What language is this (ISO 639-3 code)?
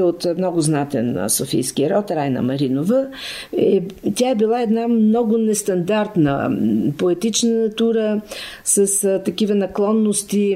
bul